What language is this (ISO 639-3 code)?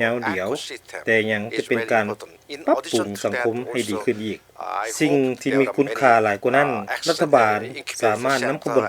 lao